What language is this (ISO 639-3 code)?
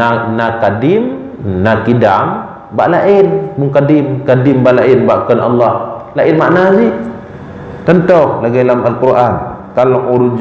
ace